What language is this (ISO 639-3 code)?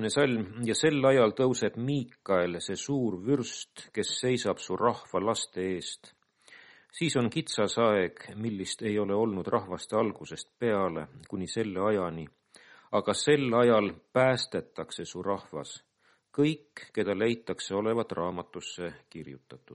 est